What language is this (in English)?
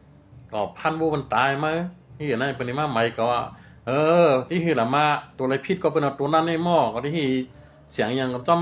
Shan